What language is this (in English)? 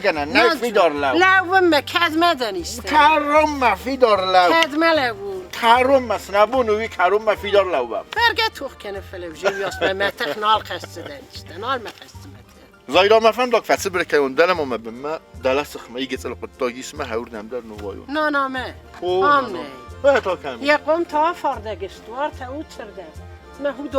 Ossetic